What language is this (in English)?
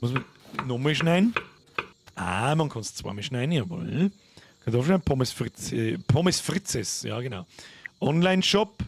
Bavarian